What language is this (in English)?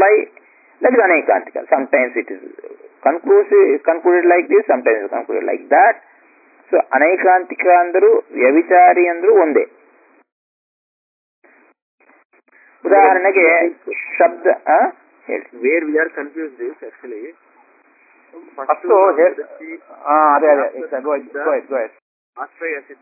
Kannada